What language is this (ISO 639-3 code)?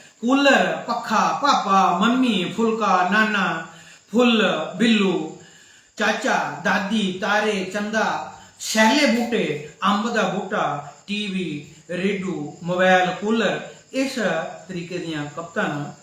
doi